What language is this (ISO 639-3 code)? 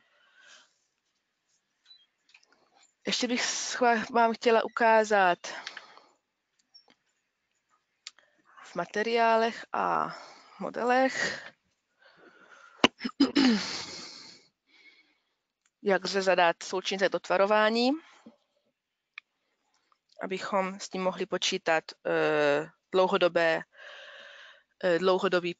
ces